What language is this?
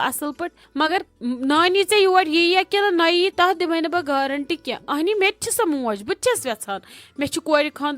Kashmiri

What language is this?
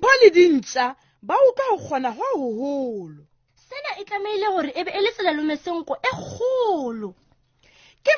Southern Sotho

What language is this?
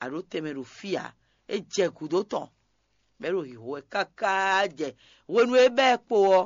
Fon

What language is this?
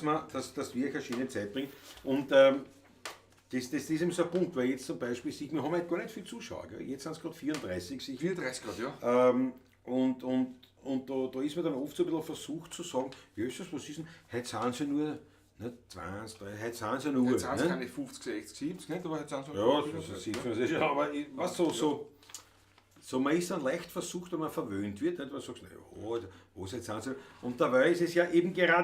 Bavarian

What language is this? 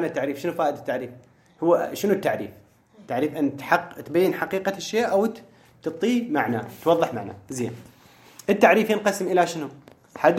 Mesopotamian Arabic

